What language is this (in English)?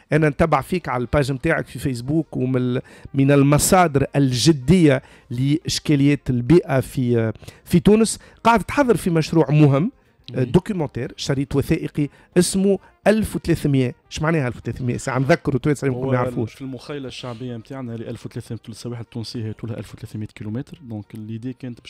Tunisian Arabic